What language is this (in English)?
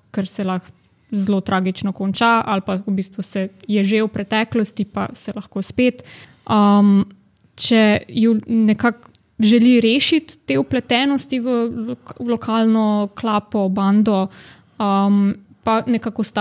Slovenian